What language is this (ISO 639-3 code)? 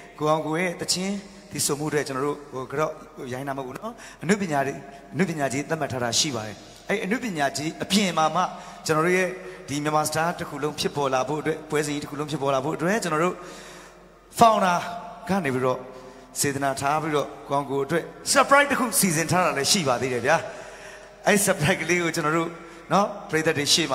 mya